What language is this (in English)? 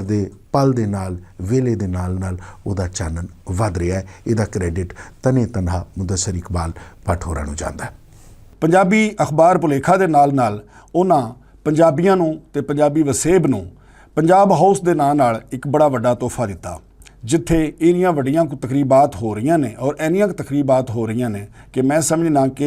Western Panjabi